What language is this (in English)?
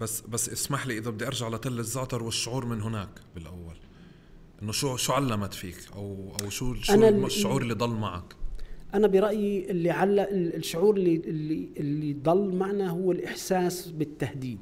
North Levantine Arabic